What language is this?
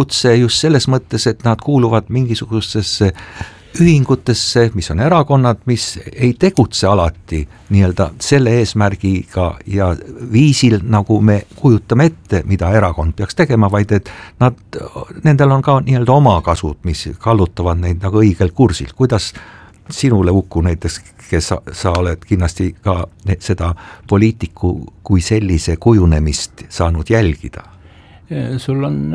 Estonian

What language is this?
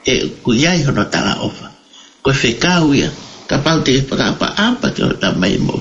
Tongan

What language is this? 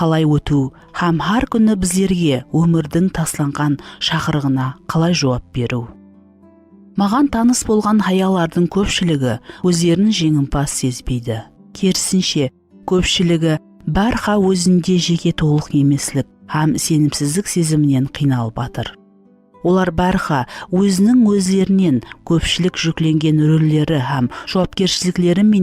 Kara-Kalpak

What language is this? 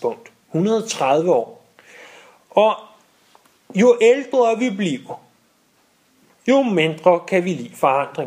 Danish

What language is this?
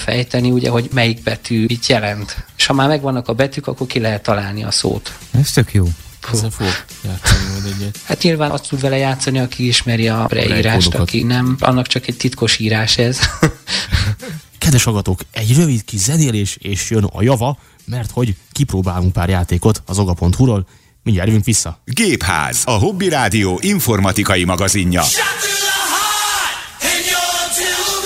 Hungarian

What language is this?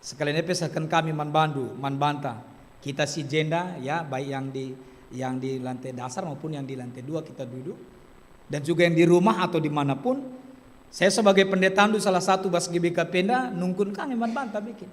Batak Karo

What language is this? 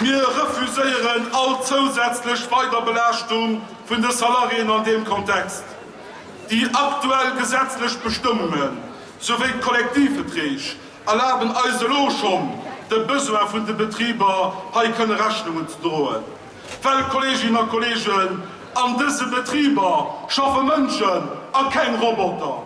Luxembourgish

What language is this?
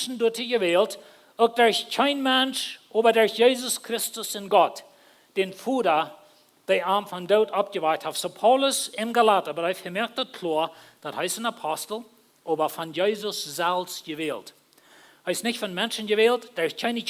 Plautdietsch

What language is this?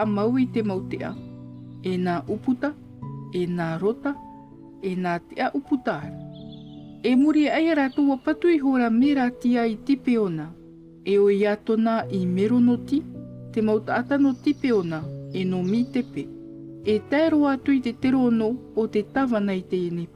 Tahitian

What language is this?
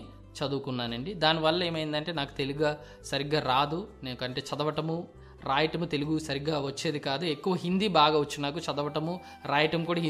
Telugu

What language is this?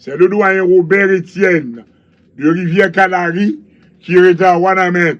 Haitian Creole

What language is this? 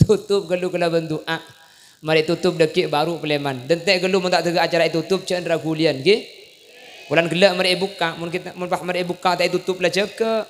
Madurese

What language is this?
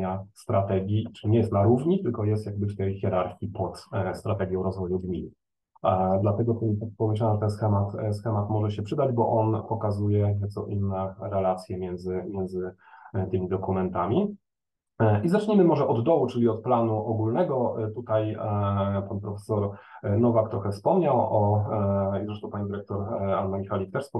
Polish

